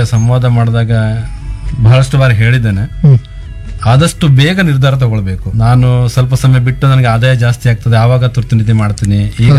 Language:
Kannada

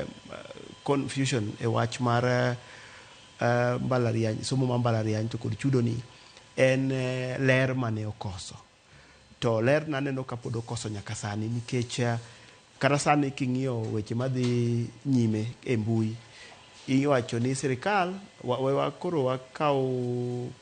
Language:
Luo (Kenya and Tanzania)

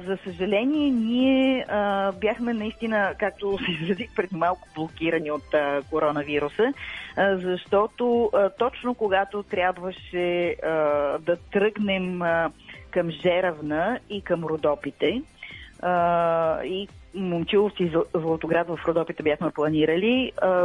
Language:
Bulgarian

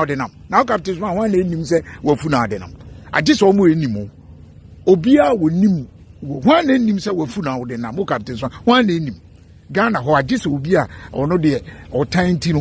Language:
Akan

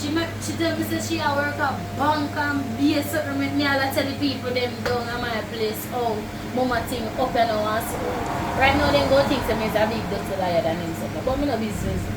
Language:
Jamaican Creole English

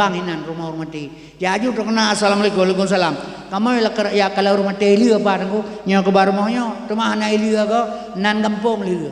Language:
Achinese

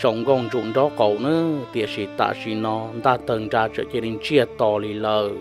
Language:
Hmong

